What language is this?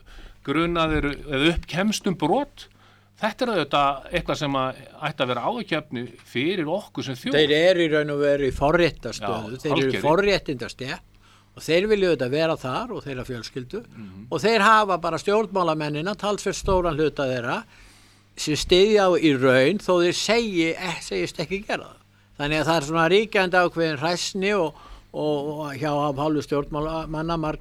Icelandic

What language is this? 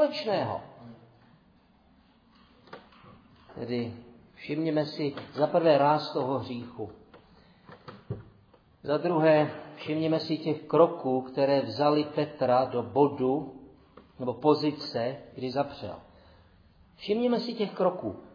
Czech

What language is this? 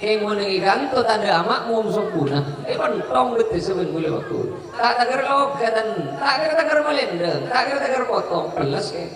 Madurese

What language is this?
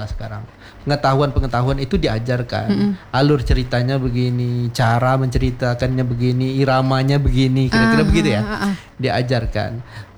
Indonesian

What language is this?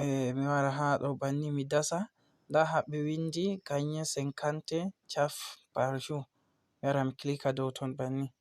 Fula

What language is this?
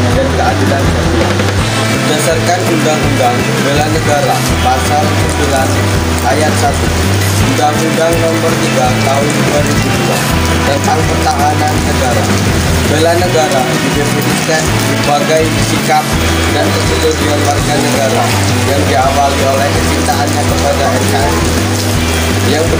Indonesian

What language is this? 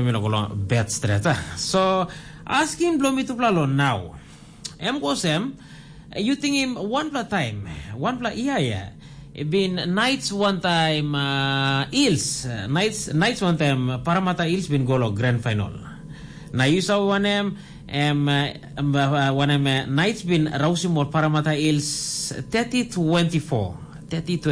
Tok Pisin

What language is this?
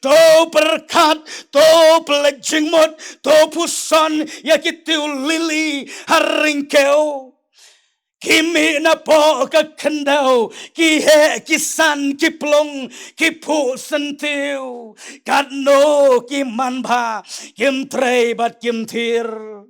Khasi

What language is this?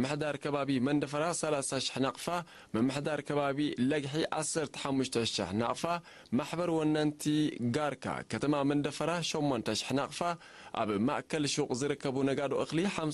Tigrinya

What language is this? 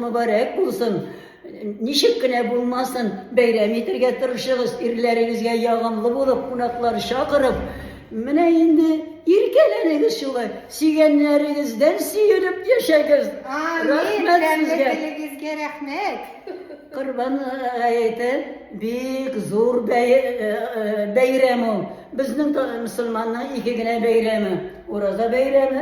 Tatar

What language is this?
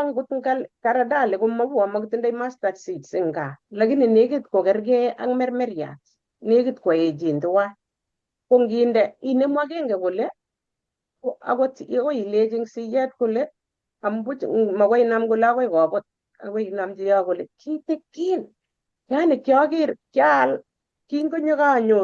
Kalenjin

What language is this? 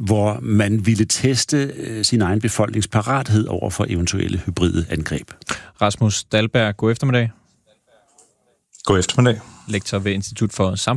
Danish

